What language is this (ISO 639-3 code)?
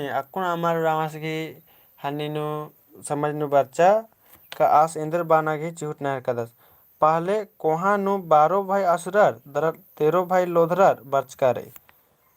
kru